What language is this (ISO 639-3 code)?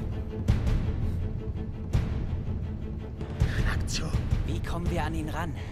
deu